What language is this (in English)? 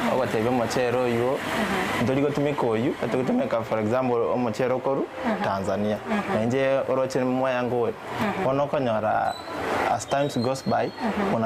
Gusii